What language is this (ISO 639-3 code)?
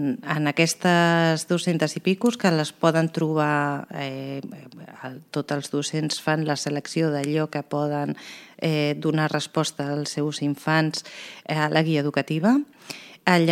cat